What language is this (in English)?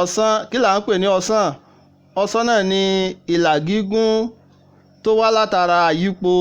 Yoruba